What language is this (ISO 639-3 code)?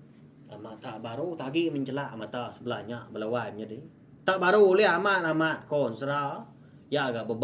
iba